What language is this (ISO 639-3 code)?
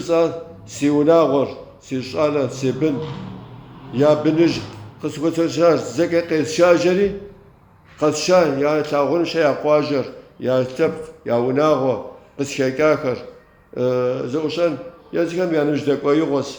kbd